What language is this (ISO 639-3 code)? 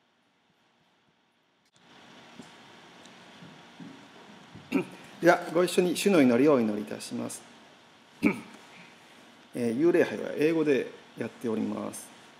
jpn